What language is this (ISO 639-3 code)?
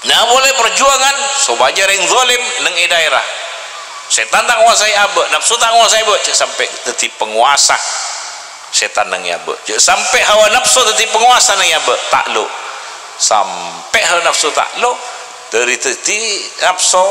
mad